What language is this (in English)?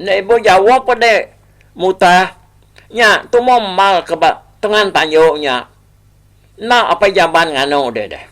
Iban